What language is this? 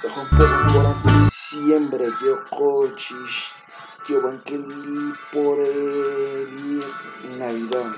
Kekchí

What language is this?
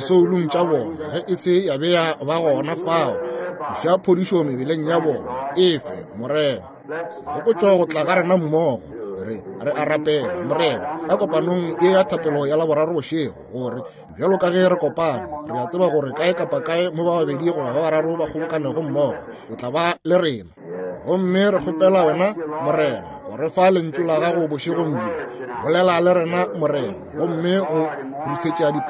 Northern Sotho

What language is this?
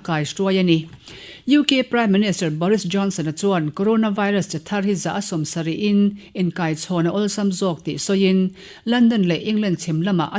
Mizo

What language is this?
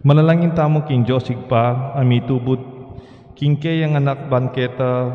Pampanga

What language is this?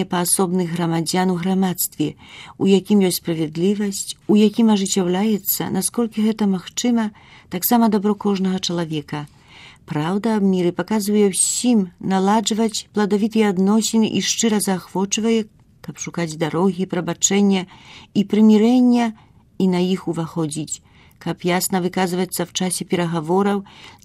Belarusian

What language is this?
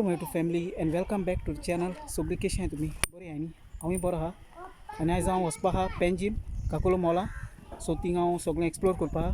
Konkani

